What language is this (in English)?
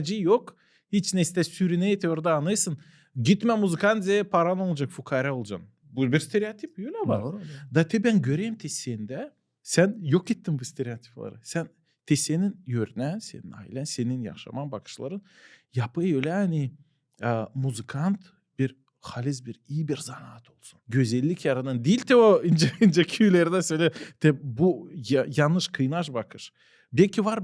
Gagauz